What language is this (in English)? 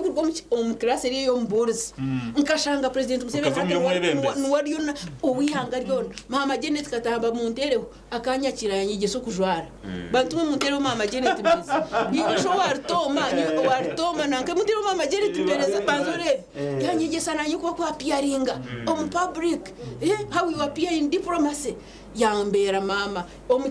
Nyankole